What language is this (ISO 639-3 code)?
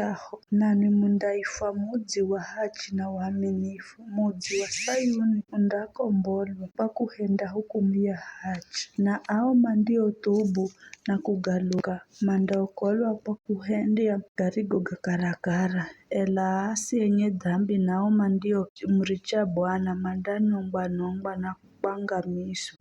nyf